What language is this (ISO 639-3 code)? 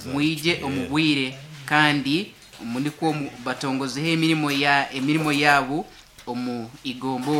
nyn